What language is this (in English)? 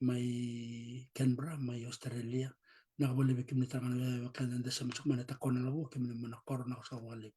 Fijian